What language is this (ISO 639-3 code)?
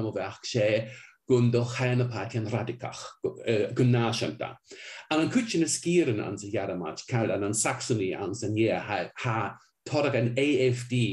gla